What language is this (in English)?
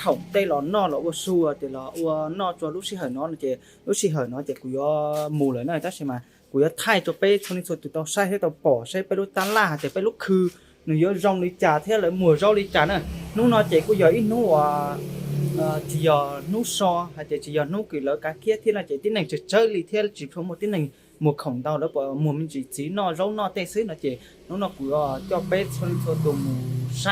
Hmong